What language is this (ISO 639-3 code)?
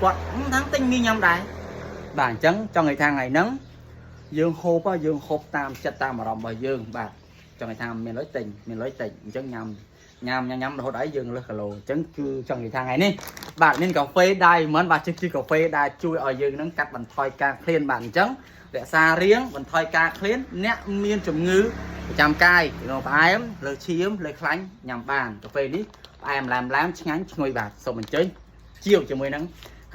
khm